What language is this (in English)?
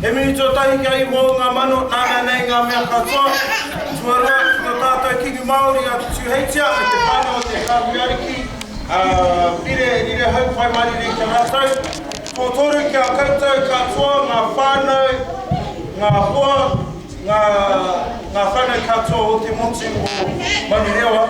Māori